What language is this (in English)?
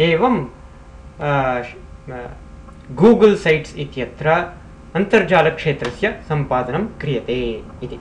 Sanskrit